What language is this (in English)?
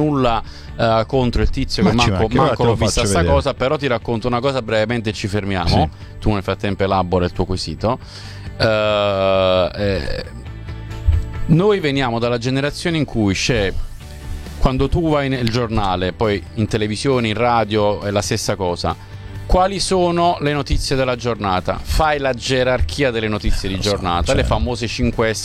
Italian